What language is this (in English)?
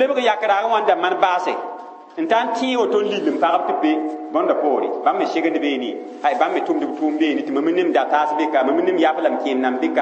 Mossi